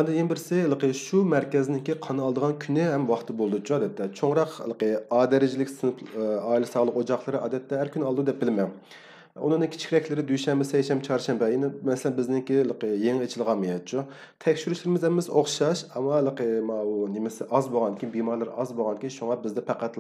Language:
Uyghur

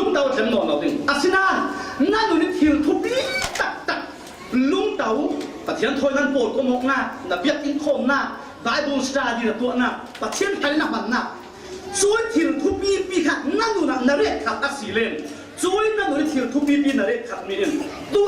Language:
Falam Chin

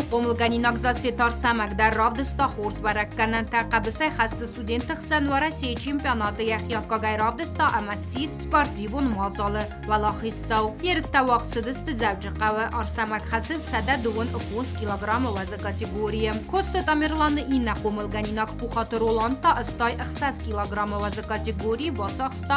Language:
Ossetic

